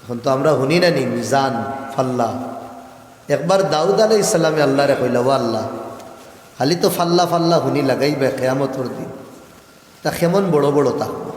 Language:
Sylheti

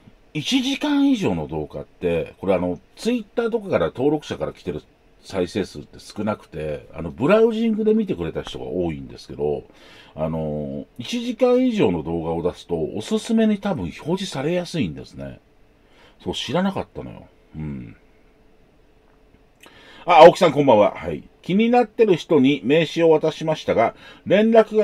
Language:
Japanese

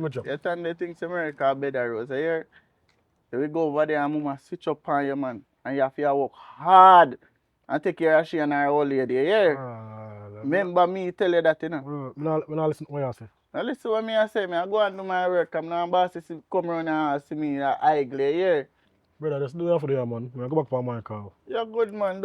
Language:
Jamaican Creole English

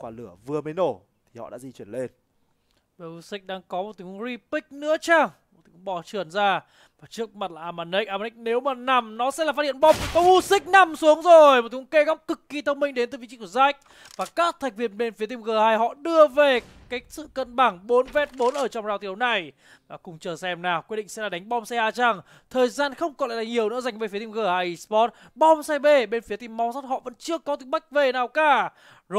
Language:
Vietnamese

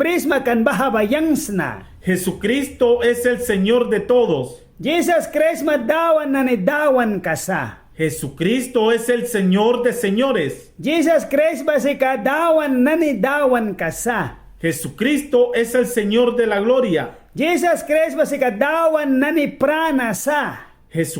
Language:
Mískito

